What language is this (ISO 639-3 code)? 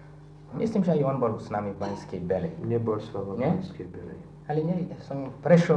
slk